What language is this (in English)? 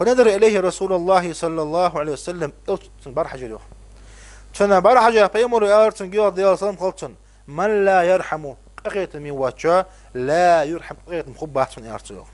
Ingush